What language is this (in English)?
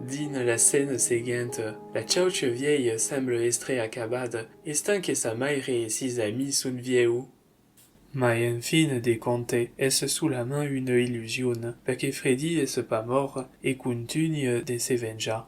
Occitan